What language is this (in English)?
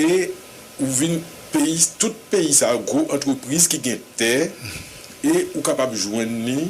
Haitian Creole